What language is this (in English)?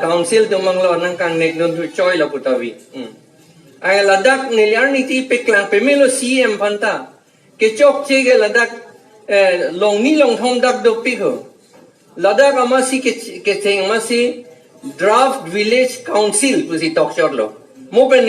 Karbi